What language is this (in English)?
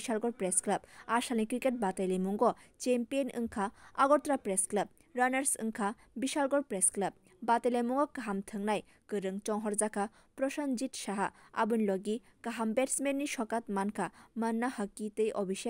Kok Borok